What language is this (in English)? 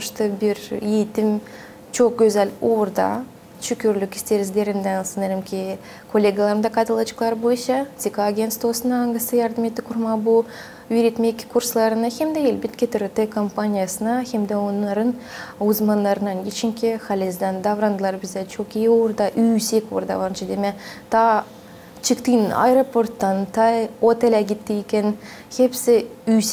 Gagauz